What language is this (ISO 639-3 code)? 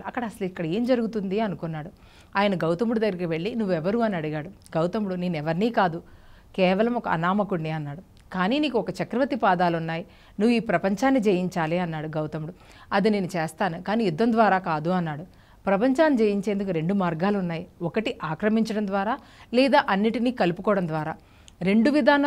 tel